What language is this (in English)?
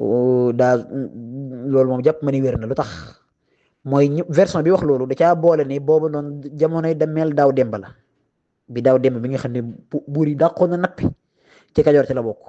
Wolof